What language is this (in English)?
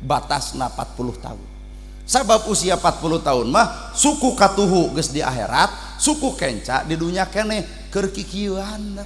Sundanese